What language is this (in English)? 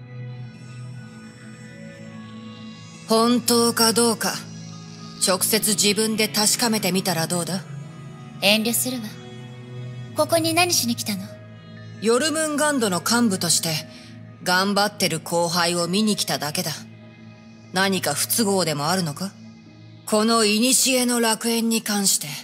Japanese